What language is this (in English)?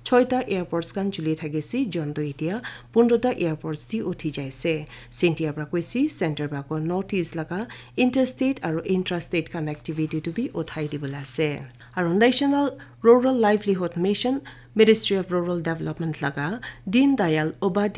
Naga Pidgin